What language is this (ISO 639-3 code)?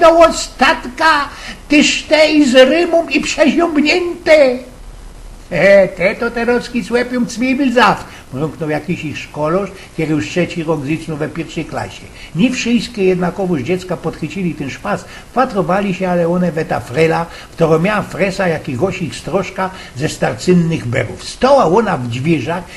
szl